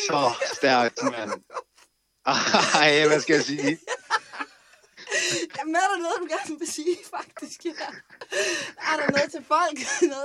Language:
Danish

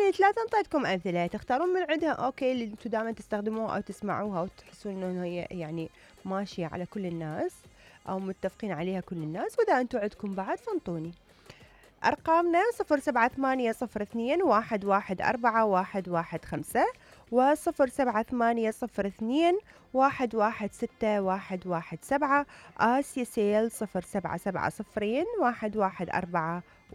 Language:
Mesopotamian Arabic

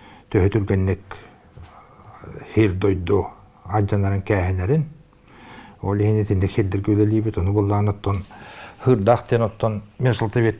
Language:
Yakut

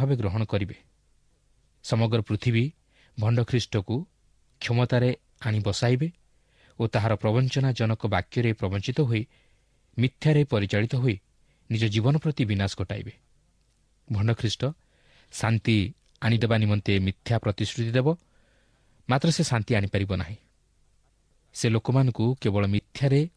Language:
Odia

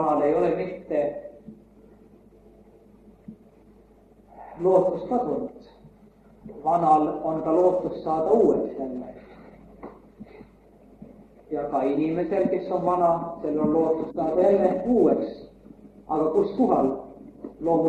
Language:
Estonian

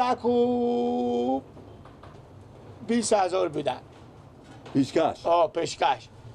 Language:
Persian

